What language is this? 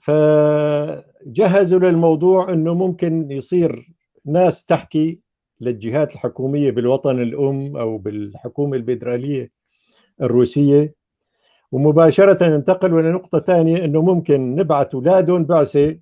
North Levantine Arabic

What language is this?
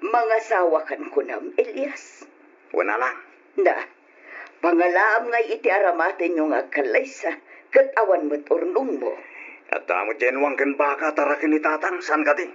Iloko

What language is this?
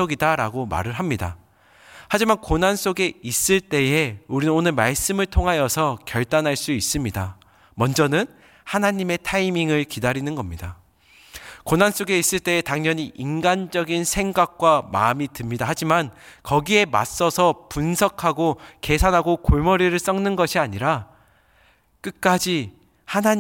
Korean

